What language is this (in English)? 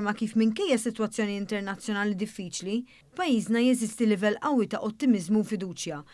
Maltese